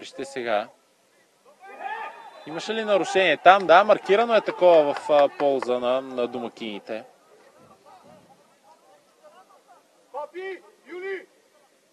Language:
Bulgarian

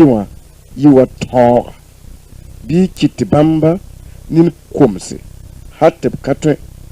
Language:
Mossi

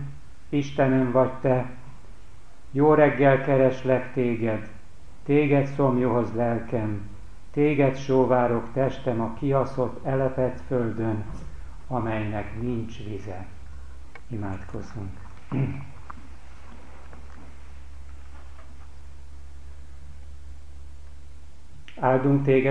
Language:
Hungarian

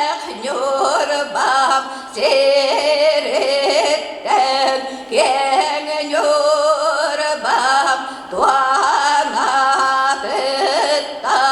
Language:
Yakut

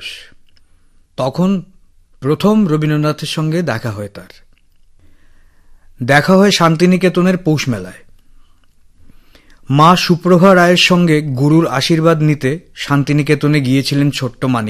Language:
Bangla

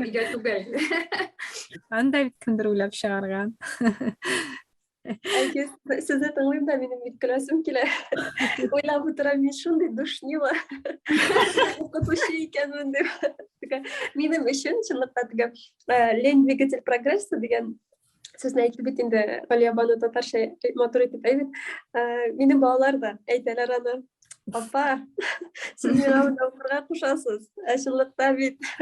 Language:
Tatar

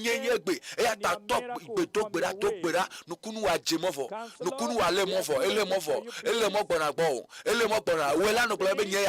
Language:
Ewe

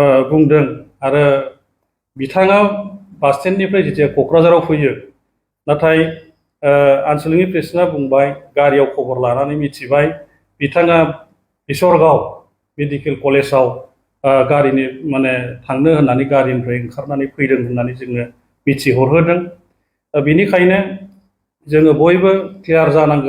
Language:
Bodo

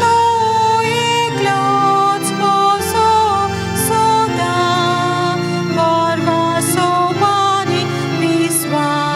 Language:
Konkani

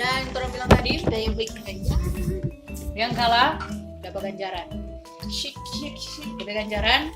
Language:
Manado Malay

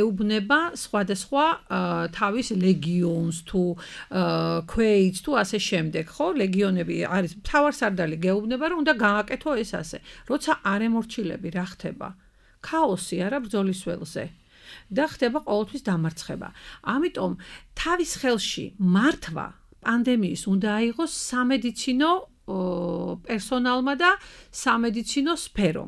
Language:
Georgian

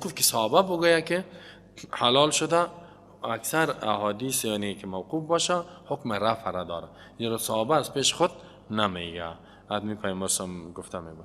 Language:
Persian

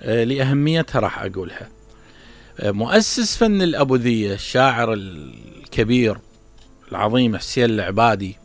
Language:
Mesopotamian Arabic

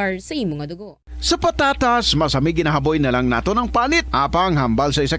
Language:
Hiligaynon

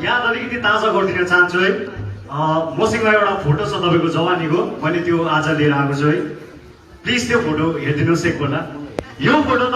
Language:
Nepali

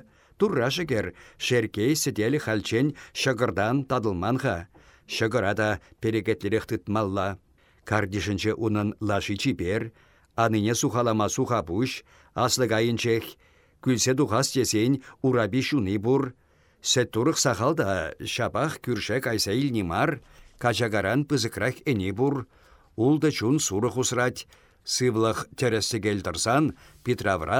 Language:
Chuvash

